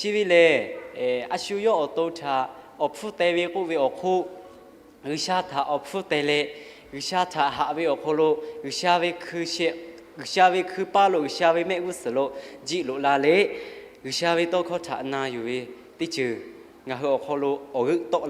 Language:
Lahu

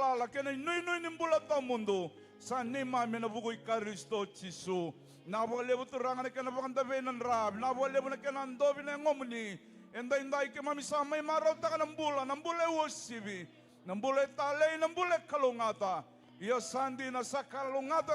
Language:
Fijian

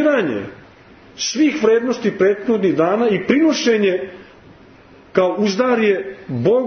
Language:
Serbian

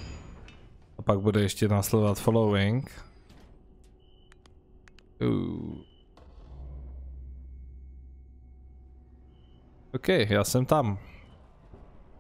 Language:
Czech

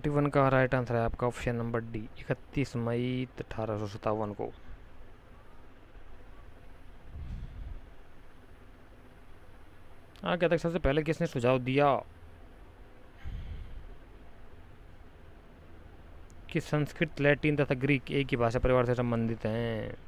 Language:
Hindi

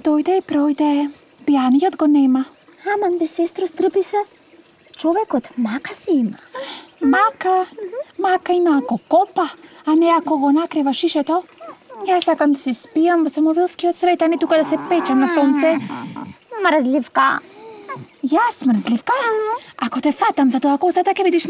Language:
Macedonian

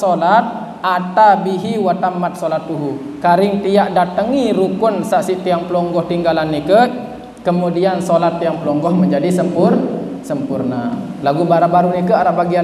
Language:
Sasak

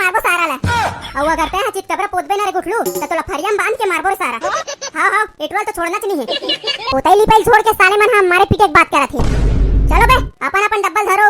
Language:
Chhattisgarhi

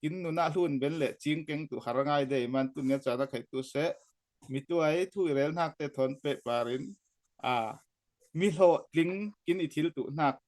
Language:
Falam Chin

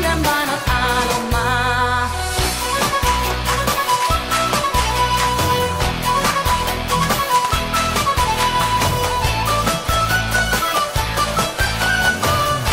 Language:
Hungarian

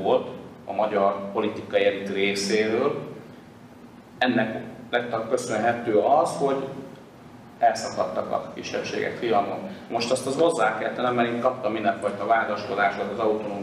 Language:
Hungarian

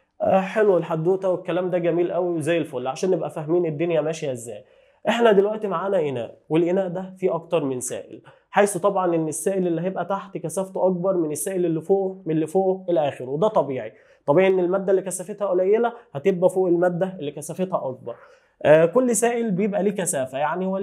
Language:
Egyptian Arabic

